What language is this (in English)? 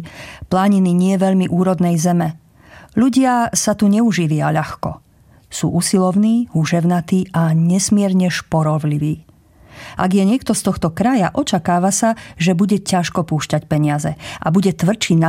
Slovak